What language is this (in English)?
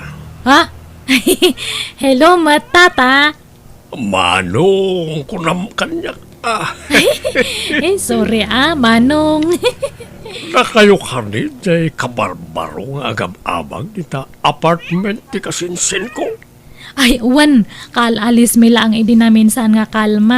Iloko